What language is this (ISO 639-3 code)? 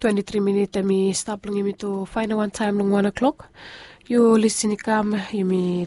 bis